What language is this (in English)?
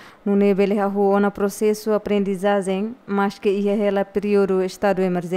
Tetum